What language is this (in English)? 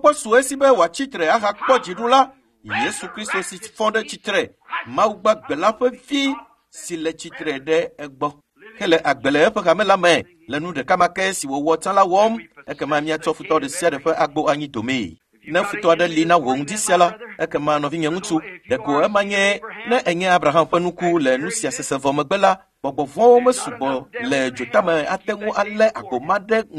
Ewe